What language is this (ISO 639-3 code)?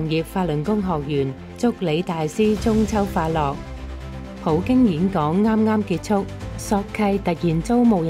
yue